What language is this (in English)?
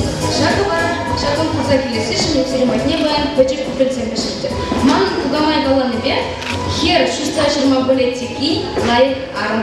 Chuvash